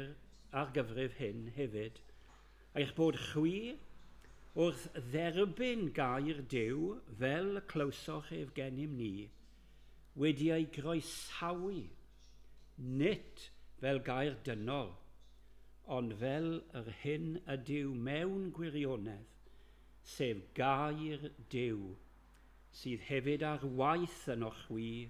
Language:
Welsh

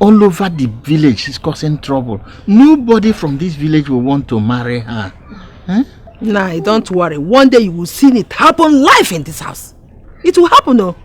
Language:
Nigerian Pidgin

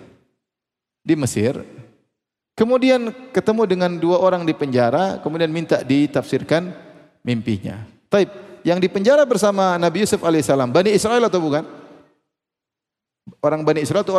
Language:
Indonesian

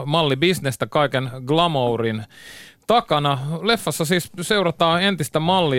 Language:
Finnish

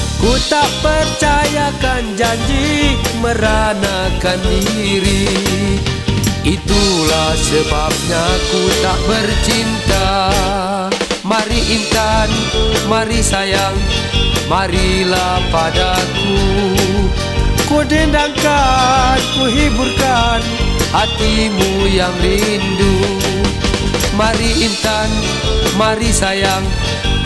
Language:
Malay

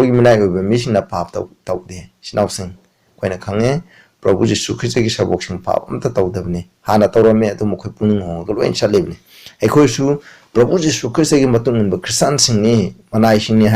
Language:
Manipuri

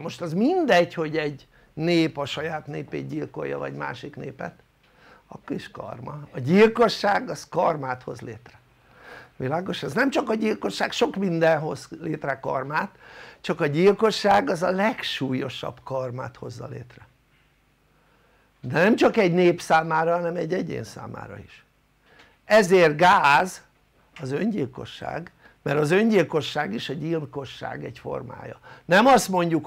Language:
Hungarian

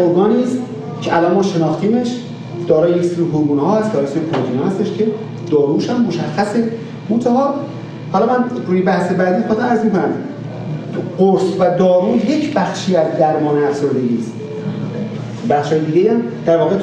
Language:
Persian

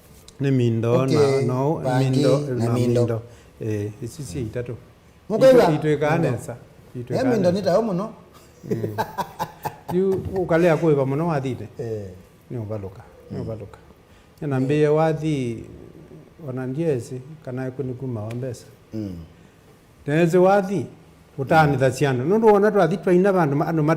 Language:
Kamba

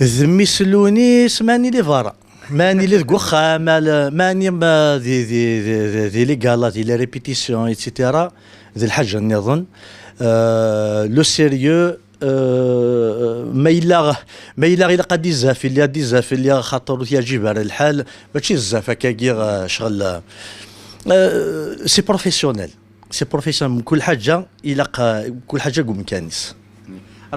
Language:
Kabyle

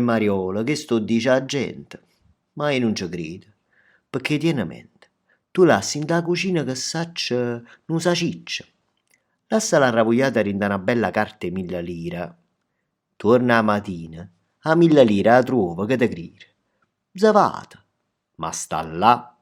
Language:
Neapolitan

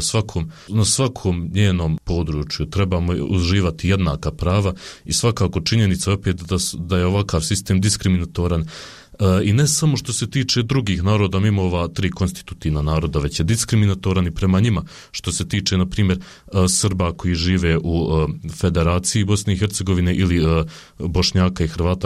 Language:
Bosnian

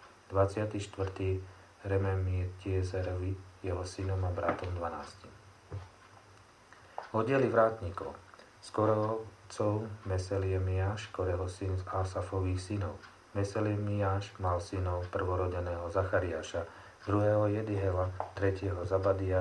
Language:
Slovak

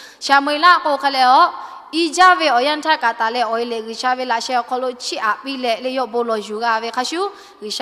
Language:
Lahu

